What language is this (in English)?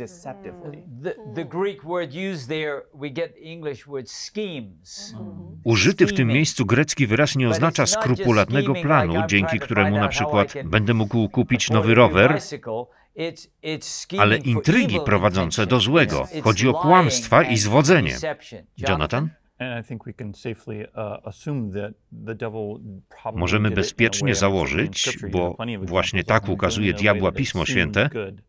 Polish